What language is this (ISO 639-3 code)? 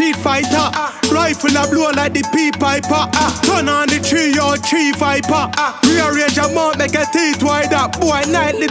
jam